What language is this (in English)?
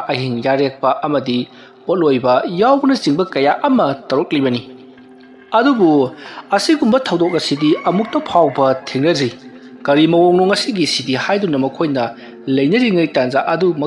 Manipuri